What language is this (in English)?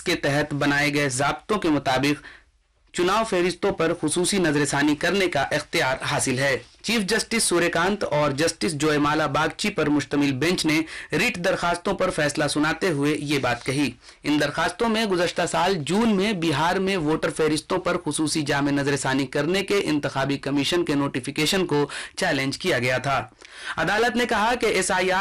Urdu